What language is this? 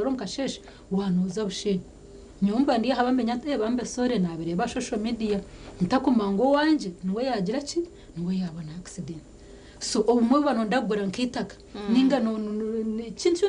Nyankole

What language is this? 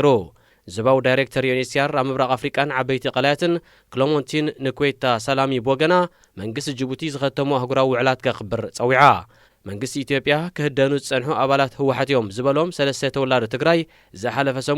Tigrinya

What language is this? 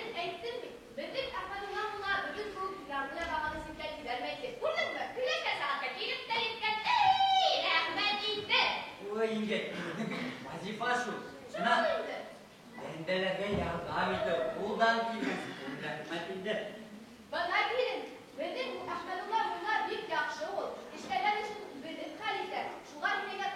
Bashkir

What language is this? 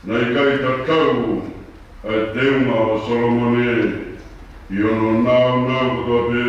Tongan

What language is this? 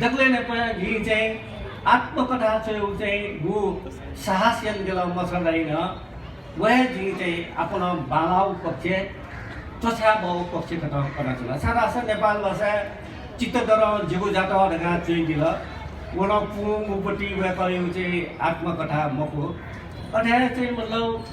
Newari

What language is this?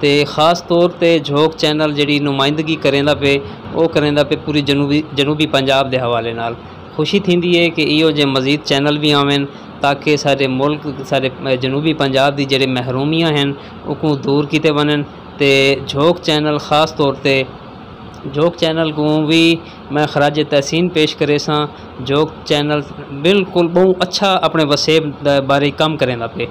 Saraiki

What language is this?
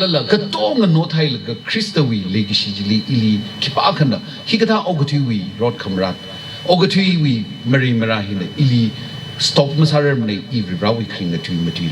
Tangkhul Naga (India)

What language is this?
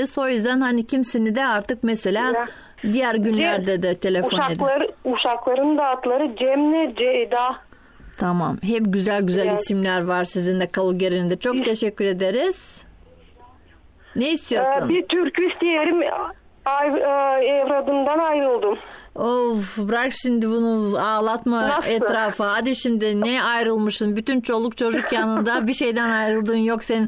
Turkish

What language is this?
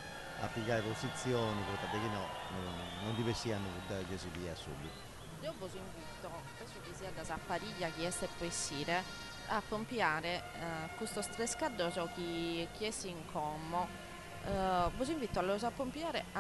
Sardinian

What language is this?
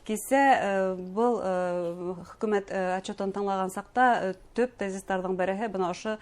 Bashkir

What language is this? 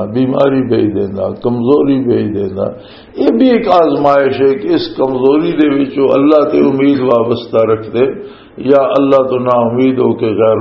Western Panjabi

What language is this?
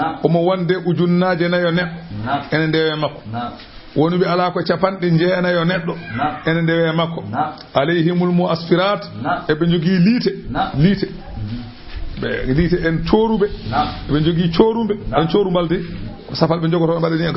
Fula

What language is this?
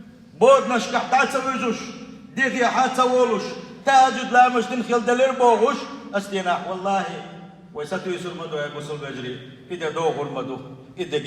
Chechen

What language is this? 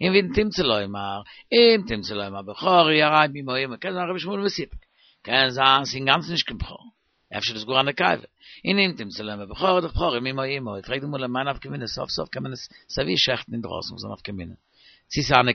Yiddish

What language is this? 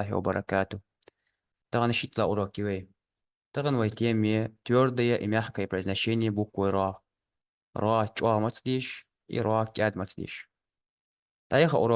Ingush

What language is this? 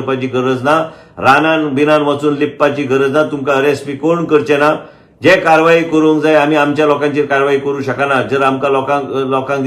Konkani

